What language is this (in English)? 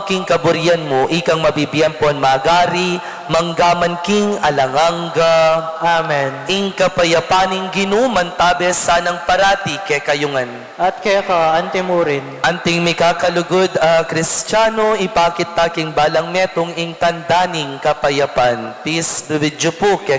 Pampanga